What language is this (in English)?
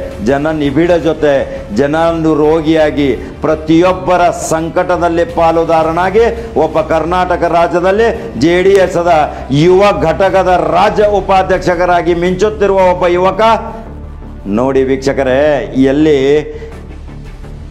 Kannada